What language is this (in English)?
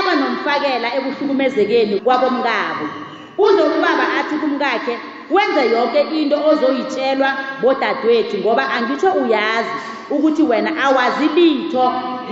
South Ndebele